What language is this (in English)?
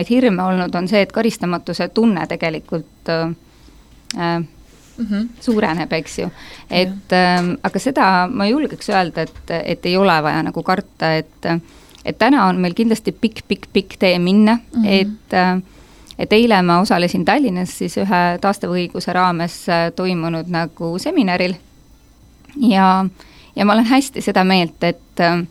Estonian